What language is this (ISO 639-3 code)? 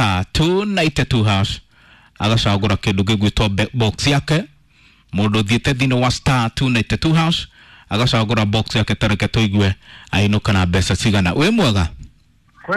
kik